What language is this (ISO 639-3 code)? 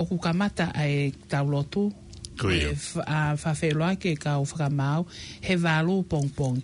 ton